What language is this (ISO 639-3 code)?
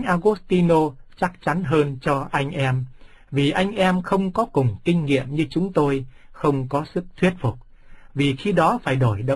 vie